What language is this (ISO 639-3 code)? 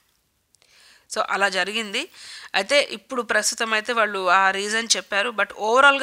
tel